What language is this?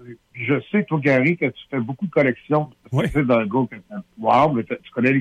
French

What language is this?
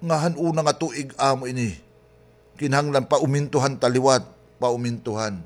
Waray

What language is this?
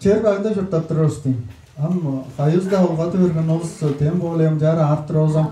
Tuvinian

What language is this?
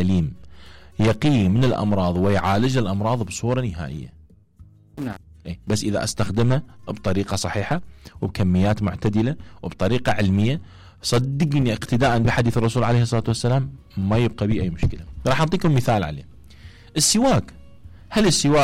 Mesopotamian Arabic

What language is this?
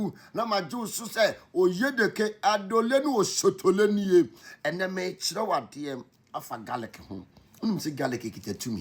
Akan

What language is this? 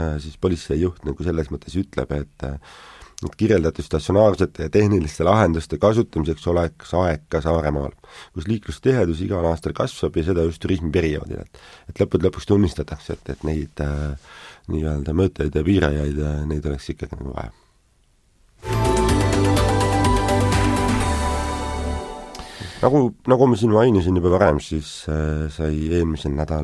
Estonian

